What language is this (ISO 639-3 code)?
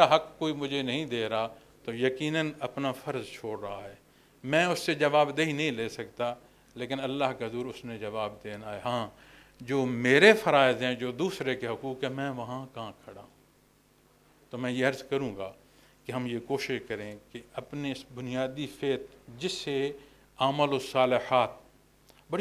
urd